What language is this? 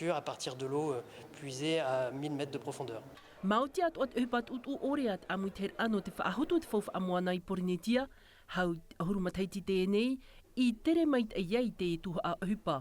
Tahitian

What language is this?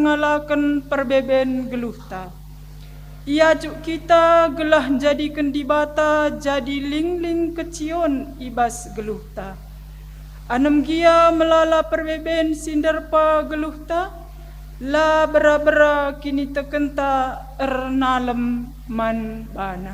Batak Karo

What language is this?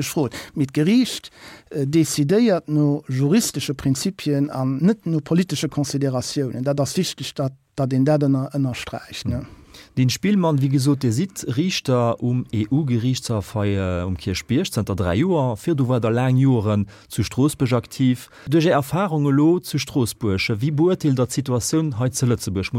Luxembourgish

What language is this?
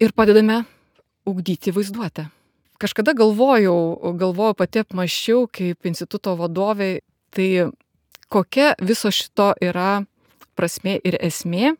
Lithuanian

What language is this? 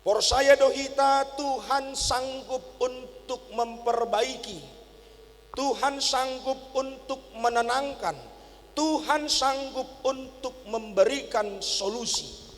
Batak Simalungun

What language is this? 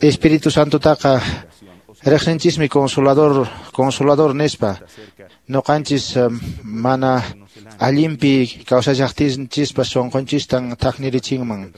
Quechua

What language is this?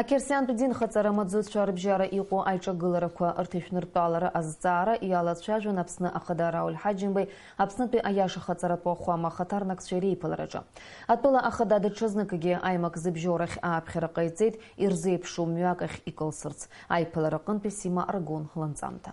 Abkhazian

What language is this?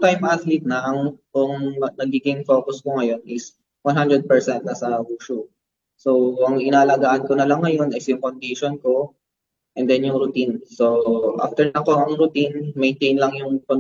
Filipino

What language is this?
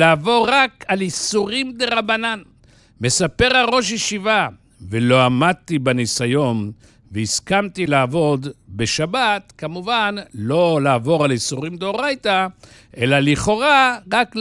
Hebrew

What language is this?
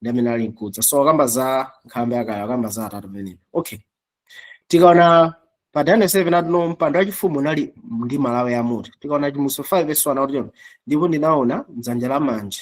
Nyanja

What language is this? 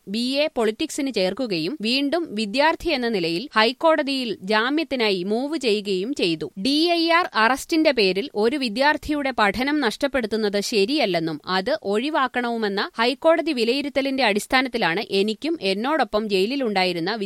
Malayalam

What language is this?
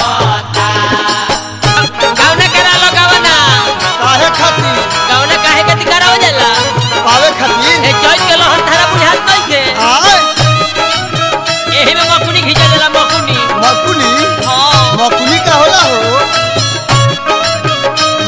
Bhojpuri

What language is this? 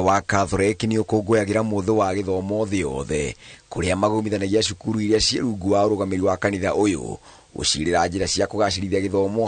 Kikuyu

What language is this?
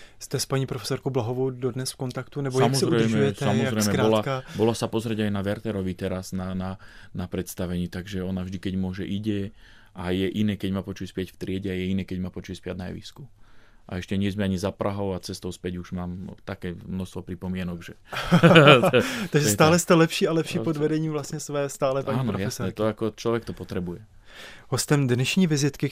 Slovak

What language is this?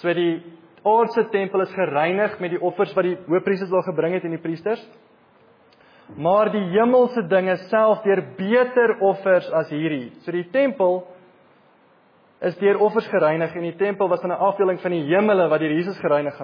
Afrikaans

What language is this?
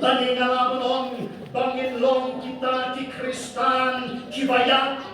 Khasi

